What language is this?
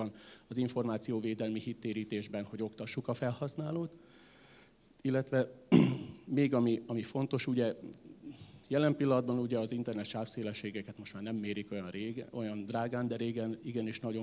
Hungarian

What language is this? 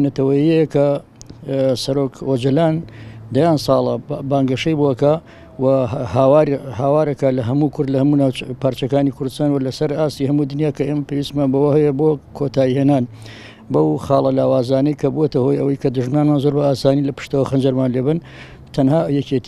Central Kurdish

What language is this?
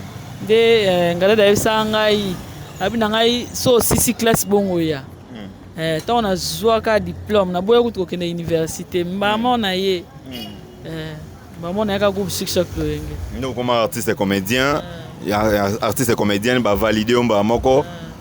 Lingala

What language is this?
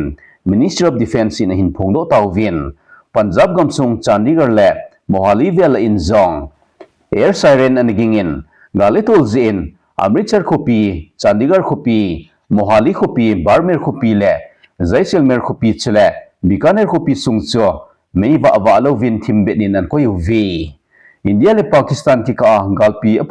Thado Chin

